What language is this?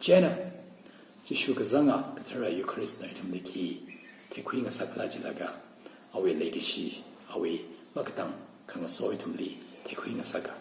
Tangkhul Naga (India)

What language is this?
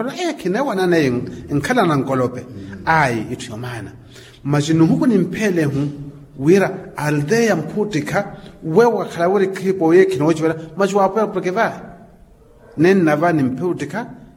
Makhuwa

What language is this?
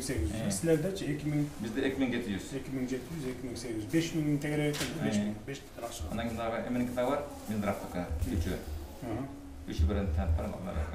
Kyrgyz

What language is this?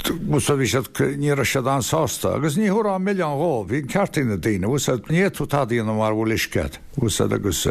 Irish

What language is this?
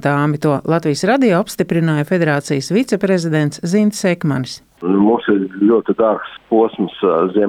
Latvian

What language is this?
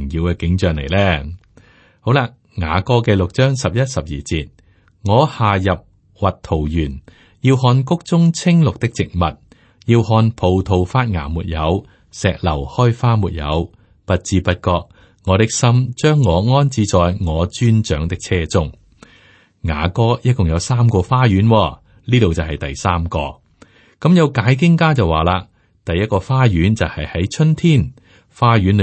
Cantonese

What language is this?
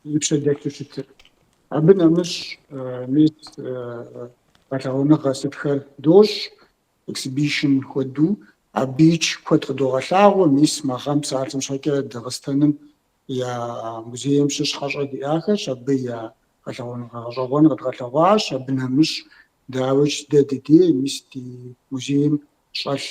Kabardian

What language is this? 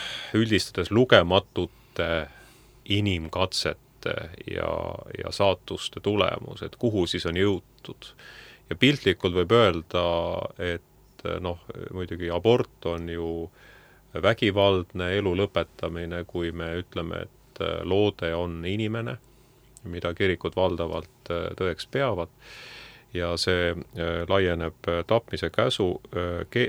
Estonian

